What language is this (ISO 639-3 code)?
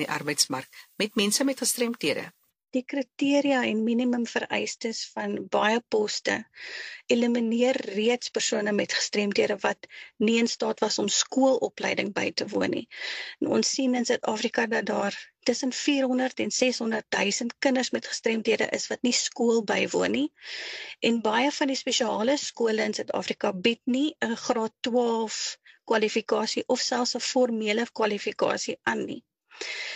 afr